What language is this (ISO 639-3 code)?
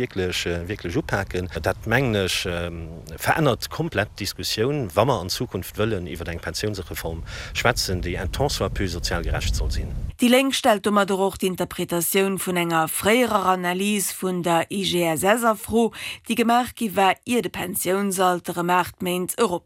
ltz